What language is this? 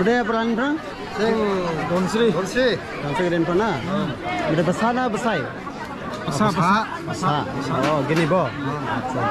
Dimasa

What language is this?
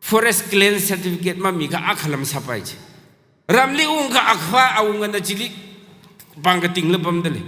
Tangkhul Naga (India)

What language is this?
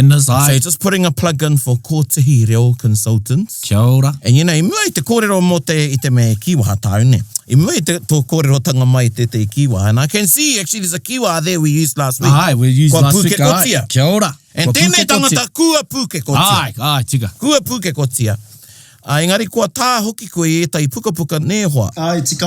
Māori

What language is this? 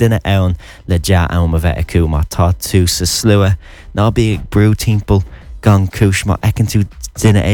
Irish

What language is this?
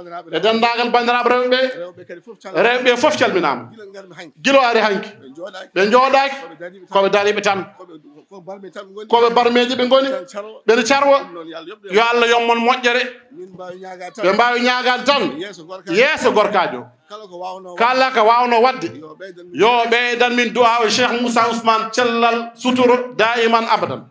Fula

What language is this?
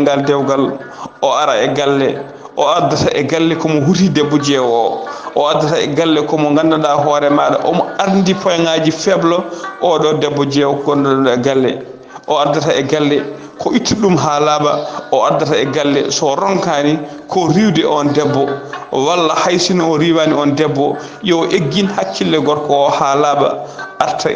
Fula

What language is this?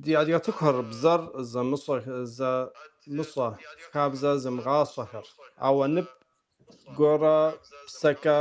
Kabardian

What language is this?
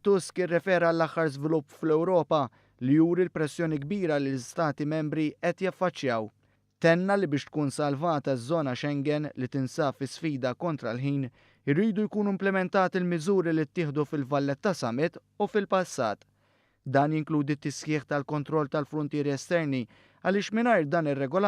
Maltese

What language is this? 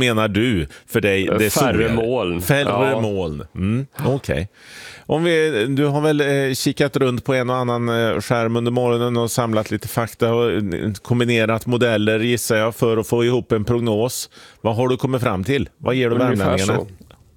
Swedish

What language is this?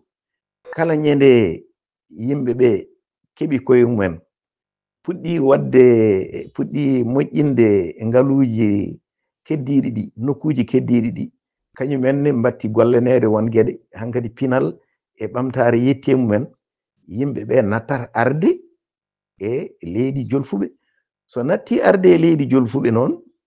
Fula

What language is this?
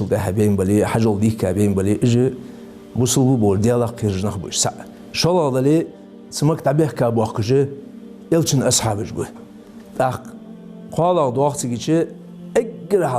Ingush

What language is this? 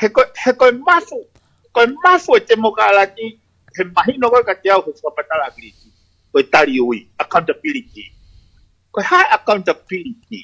Tongan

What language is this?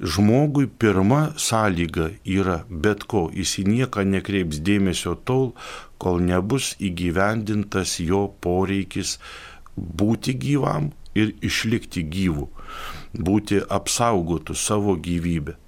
Lithuanian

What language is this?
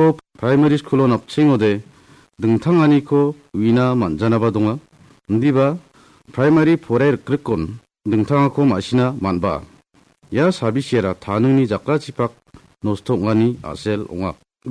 Garo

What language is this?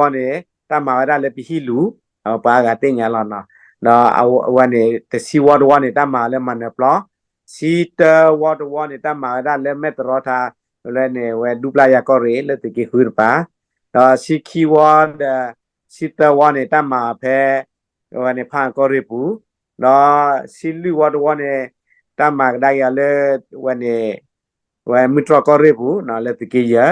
S'gaw Karen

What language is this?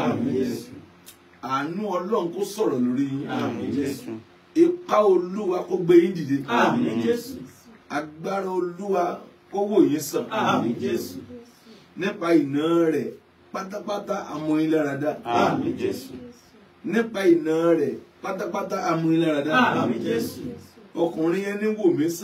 Yoruba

